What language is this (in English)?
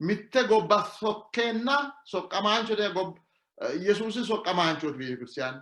Sidamo